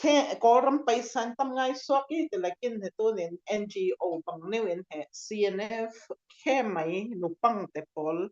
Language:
Falam Chin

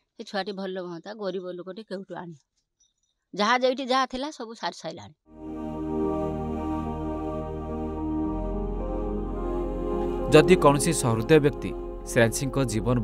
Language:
Odia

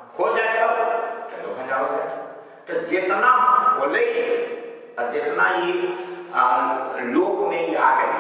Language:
Magahi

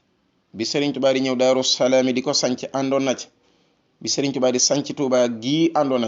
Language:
Wolof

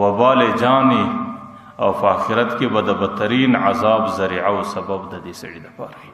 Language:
Pashto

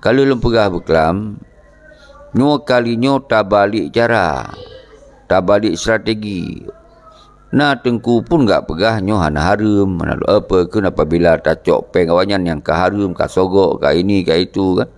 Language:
Achinese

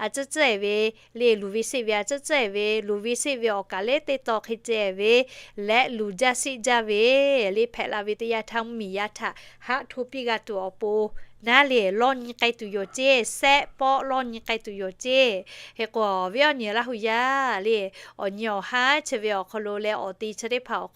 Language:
Lahu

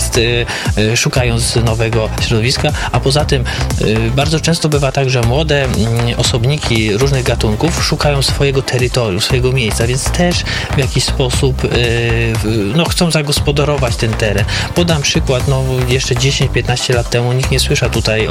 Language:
Polish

